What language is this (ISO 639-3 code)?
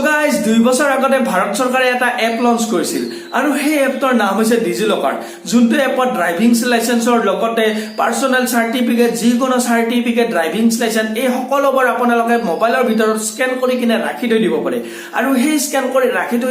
asm